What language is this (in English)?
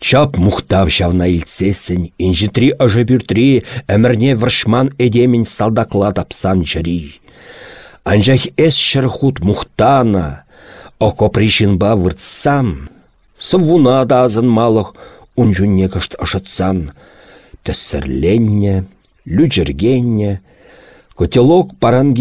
Chuvash